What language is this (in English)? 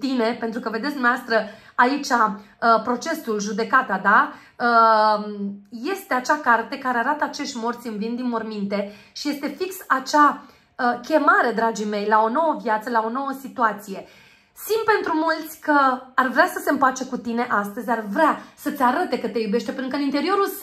Romanian